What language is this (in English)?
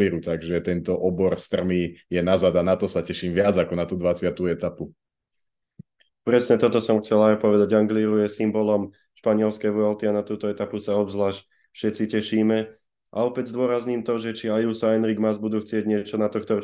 Slovak